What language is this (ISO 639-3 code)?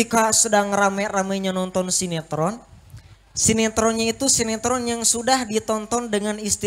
ind